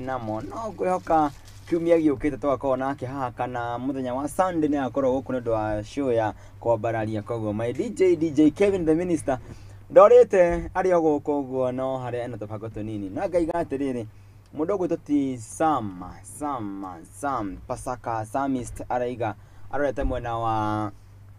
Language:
Kikuyu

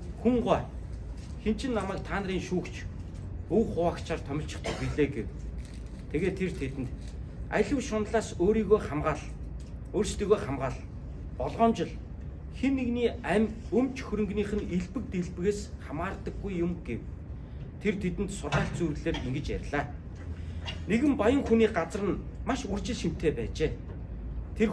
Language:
Mongolian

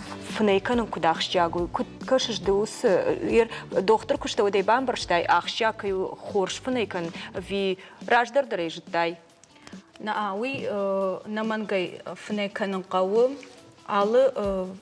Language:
Ossetic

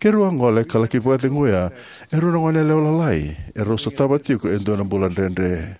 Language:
Fijian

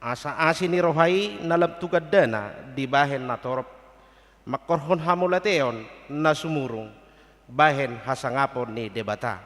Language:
Batak Toba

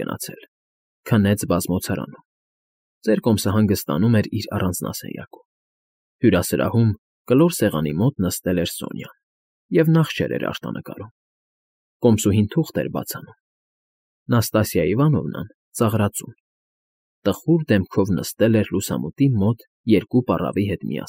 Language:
Armenian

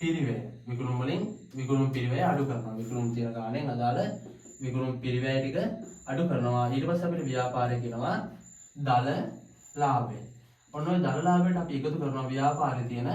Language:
Sinhala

